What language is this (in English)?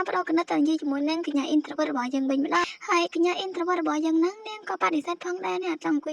Khmer